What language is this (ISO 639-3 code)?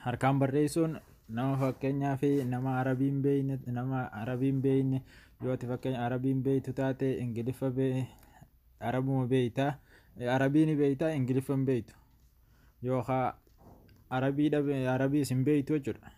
orm